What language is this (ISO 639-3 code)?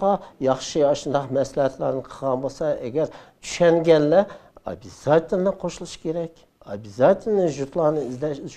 uig